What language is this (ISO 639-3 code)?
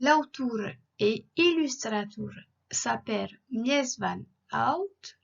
oci